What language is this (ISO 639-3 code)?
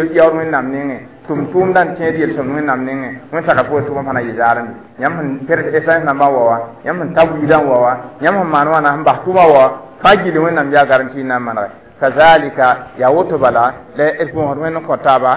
mos